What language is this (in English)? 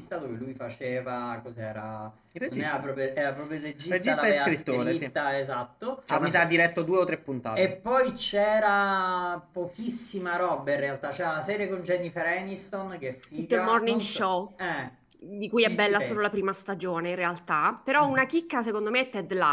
Italian